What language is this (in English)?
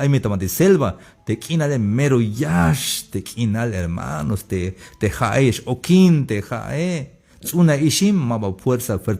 Tzeltal